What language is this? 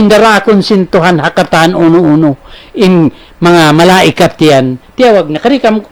Tausug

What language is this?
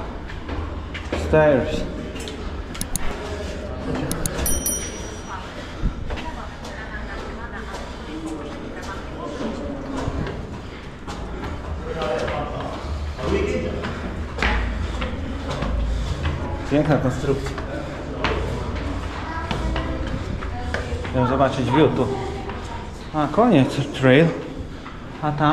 Polish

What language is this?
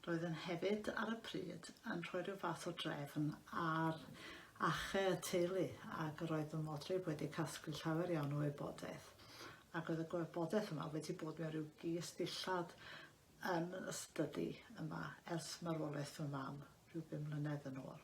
Welsh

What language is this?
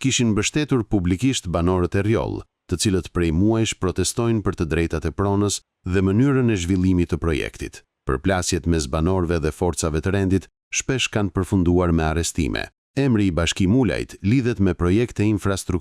Albanian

